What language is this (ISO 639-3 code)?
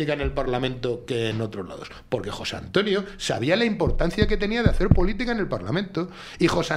spa